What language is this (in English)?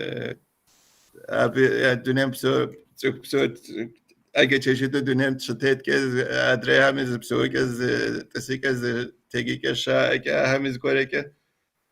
Kabardian